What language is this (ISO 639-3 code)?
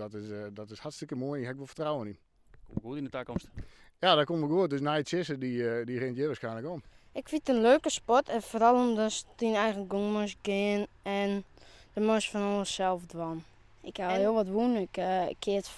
fry